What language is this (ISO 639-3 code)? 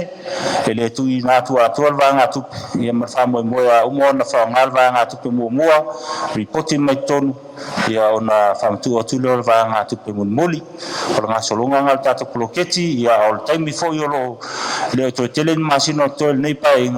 smo